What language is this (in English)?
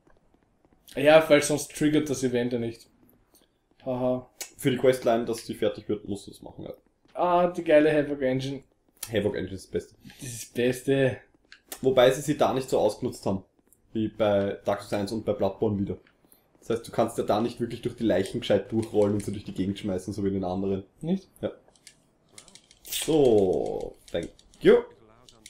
German